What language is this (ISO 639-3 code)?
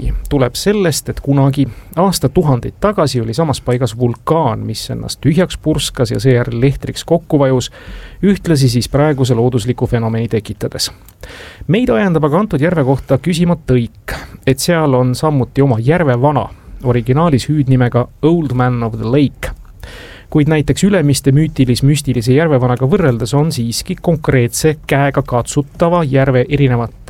est